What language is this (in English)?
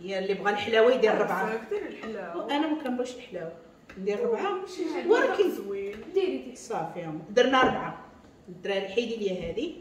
Moroccan Arabic